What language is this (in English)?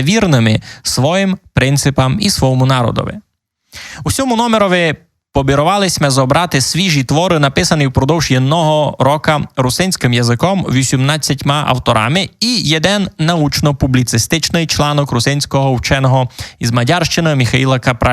Rusyn